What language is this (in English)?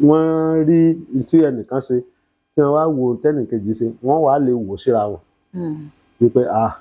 Yoruba